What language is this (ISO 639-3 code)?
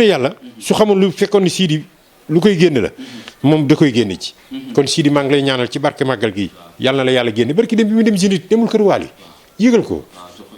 wol